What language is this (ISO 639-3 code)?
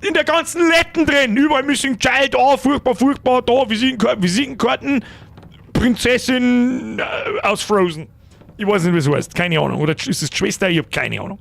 bar